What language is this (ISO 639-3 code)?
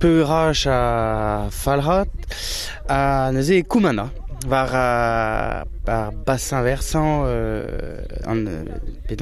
bre